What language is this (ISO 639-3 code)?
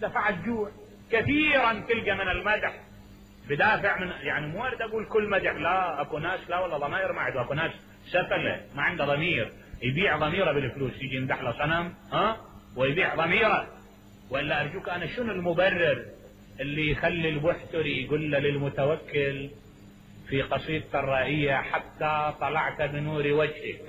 acm